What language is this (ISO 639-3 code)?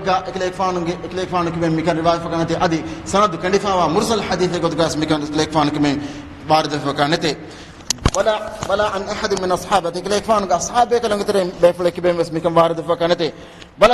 div